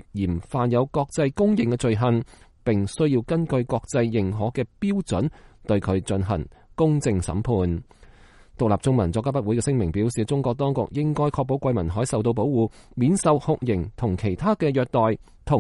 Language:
Cantonese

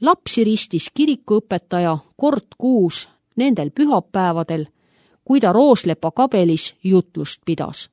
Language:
Estonian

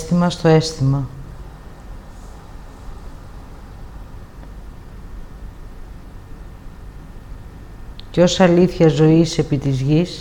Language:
Greek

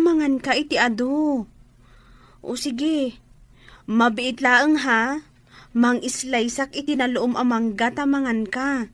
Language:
Iloko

